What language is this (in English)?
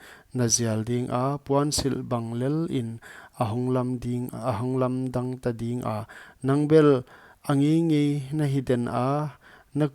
Paite Chin